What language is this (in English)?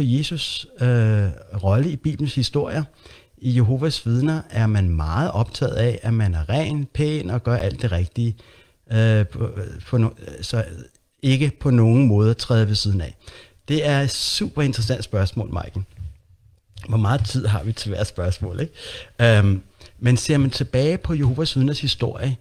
Danish